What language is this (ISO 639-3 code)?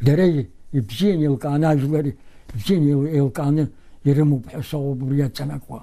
abk